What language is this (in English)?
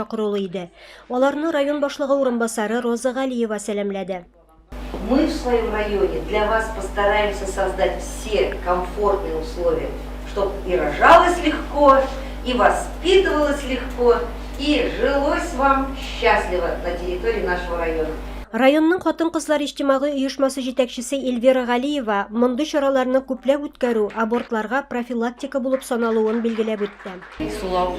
Tatar